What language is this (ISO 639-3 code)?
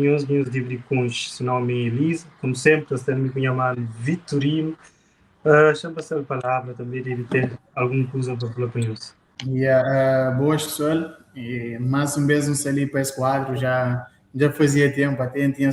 kea